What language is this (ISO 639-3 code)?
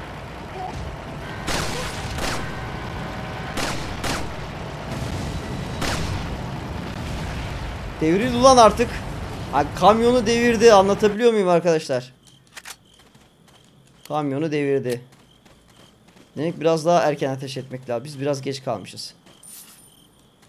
tur